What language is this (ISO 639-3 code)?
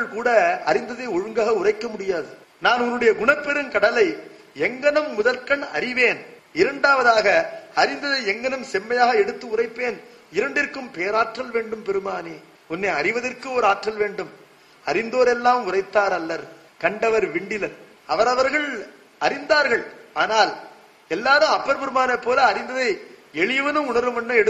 tam